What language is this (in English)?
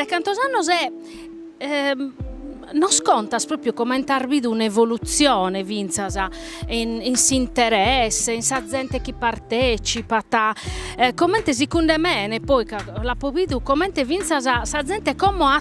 Sardinian